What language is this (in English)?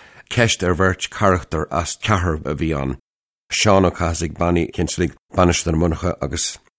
Irish